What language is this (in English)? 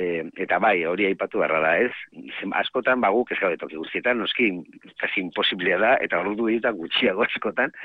Basque